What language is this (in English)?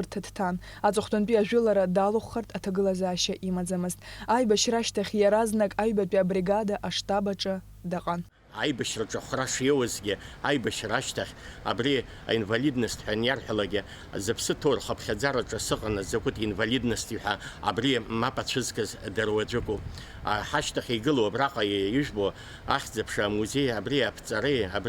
Abkhazian